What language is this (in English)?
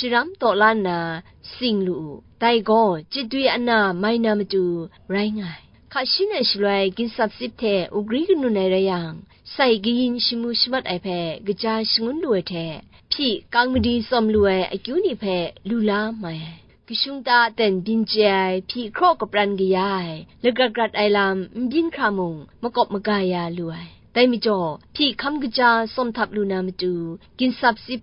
Kachin